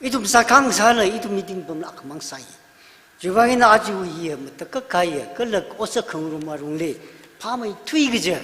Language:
Tangkhul Naga (India)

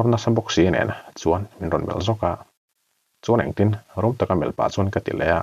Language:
Mizo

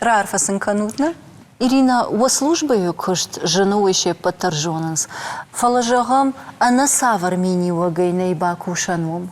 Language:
Ossetic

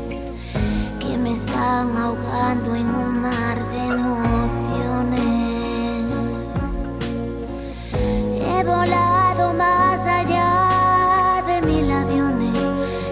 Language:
Spanish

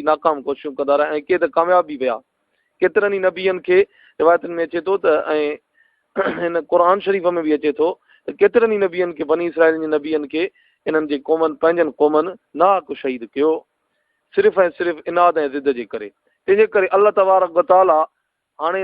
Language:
Sindhi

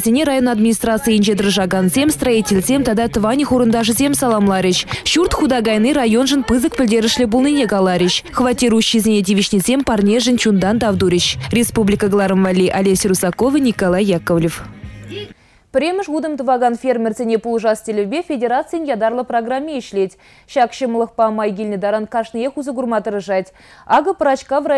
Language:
Chuvash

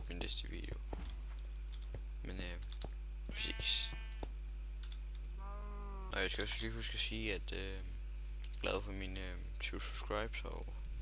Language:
Danish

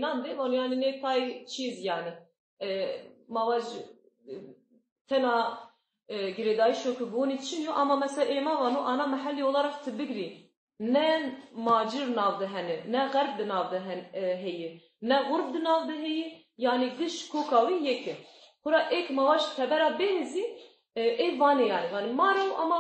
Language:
Zaza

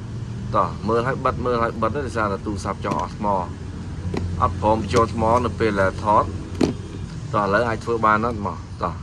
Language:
Khmer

